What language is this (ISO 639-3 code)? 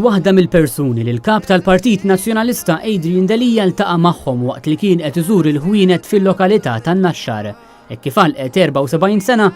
mlt